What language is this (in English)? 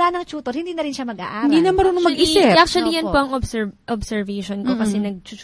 Filipino